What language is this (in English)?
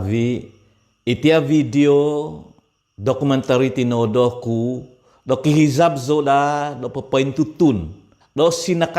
Central Dusun